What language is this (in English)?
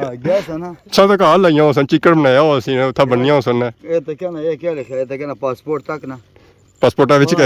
Pahari-Potwari